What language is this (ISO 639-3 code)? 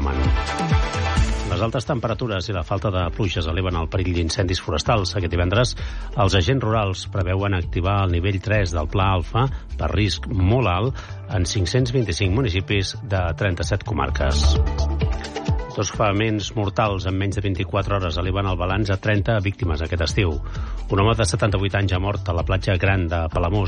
cat